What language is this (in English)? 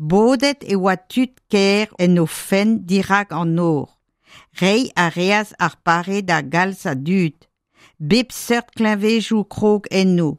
Breton